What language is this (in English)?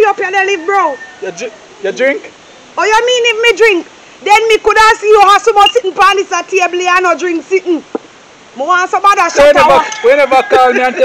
Jamaican Creole English